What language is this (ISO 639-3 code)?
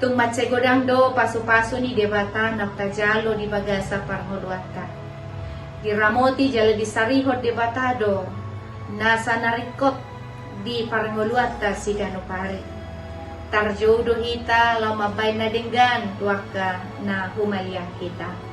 bbc